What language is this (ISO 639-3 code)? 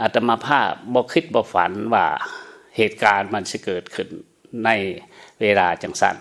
lao